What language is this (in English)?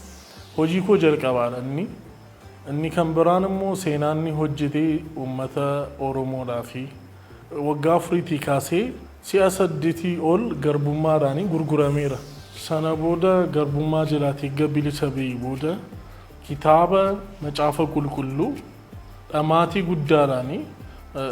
Oromo